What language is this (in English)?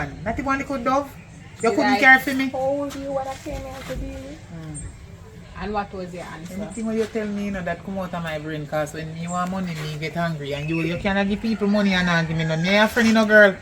Jamaican Creole English